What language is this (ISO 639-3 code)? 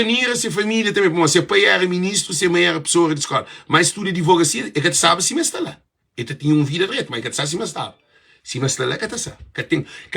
kea